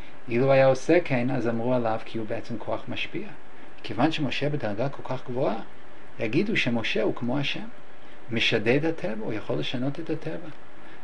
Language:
Hebrew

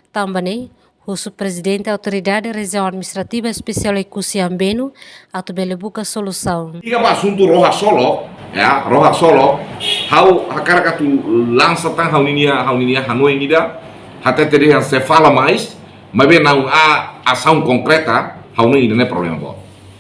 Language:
Tetum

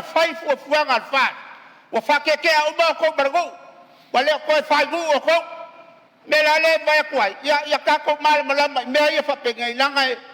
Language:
Samoan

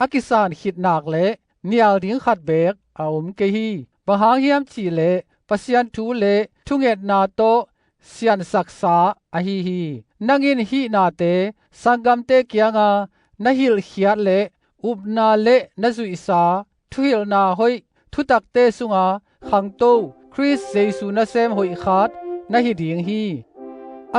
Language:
Tedim Chin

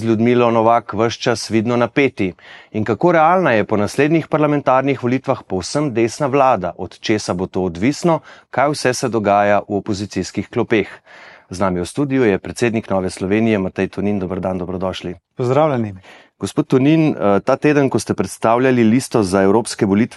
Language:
Slovenian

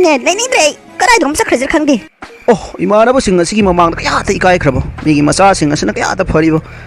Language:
Manipuri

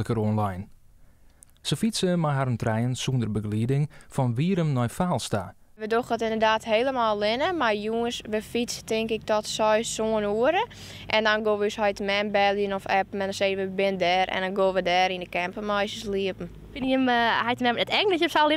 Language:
Western Frisian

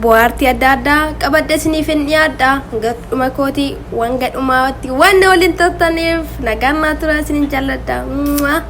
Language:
Oromo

